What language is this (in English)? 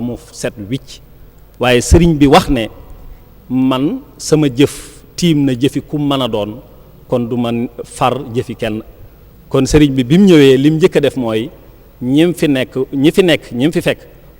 Wolof